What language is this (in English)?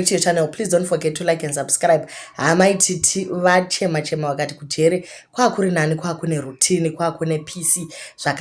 Shona